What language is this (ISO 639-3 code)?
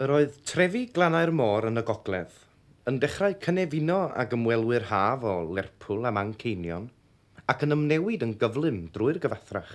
cym